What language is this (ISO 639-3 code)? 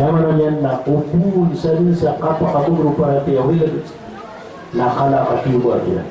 mrw